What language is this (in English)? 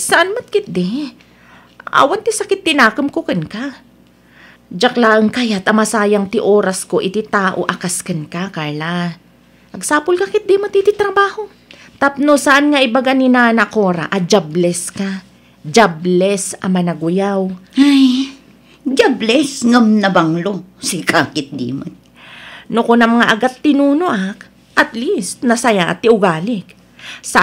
Iloko